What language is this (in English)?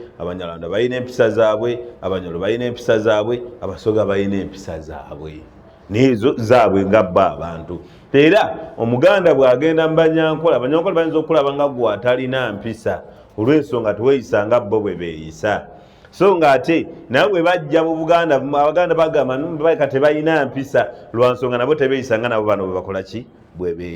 Ganda